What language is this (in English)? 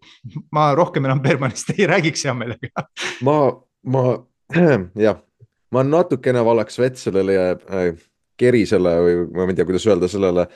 Estonian